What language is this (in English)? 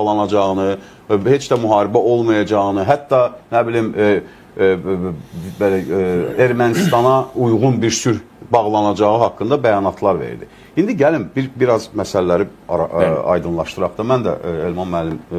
Azerbaijani